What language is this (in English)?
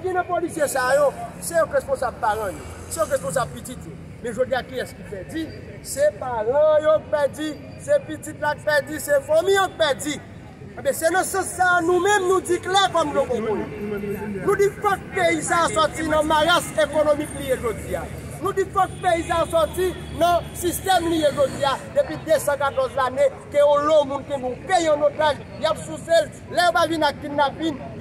Haitian Creole